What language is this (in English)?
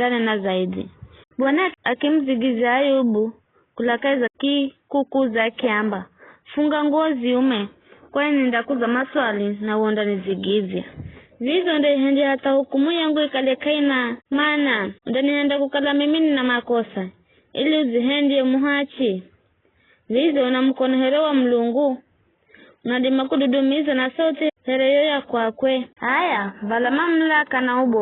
Giryama